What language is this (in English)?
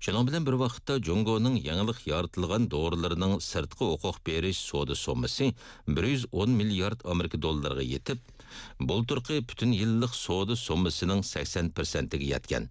Uyghur